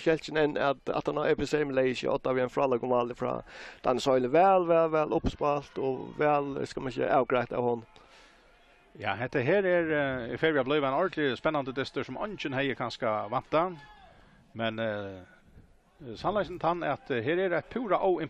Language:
Faroese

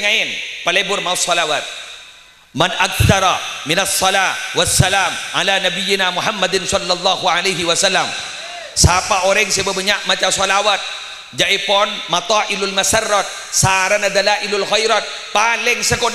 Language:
Madurese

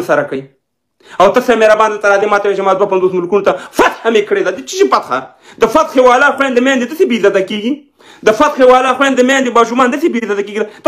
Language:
Pashto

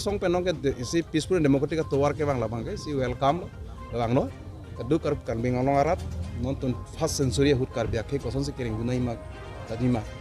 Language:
Karbi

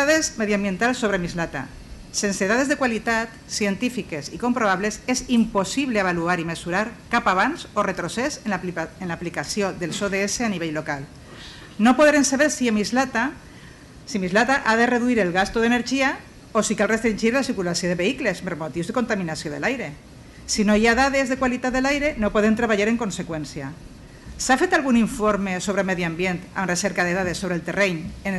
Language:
Catalan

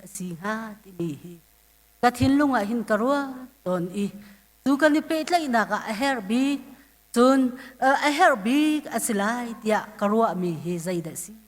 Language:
Hakha Chin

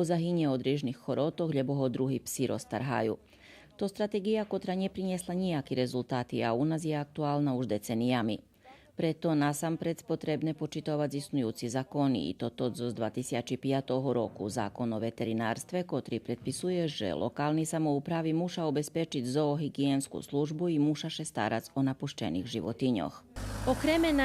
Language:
Rusyn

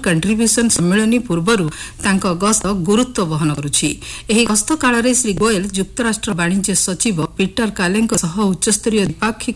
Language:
Odia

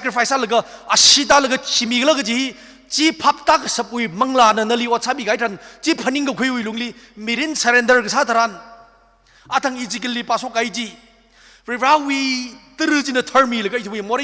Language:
Tangkhul Naga (India)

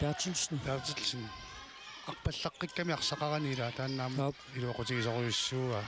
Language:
Kalaallisut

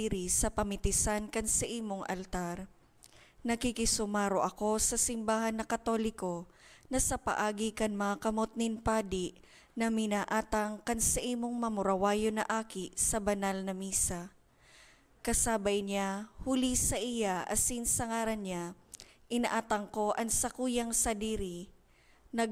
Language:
Bikol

